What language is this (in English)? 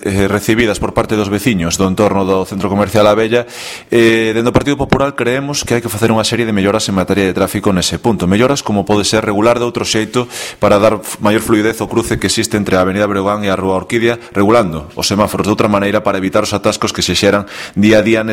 Galician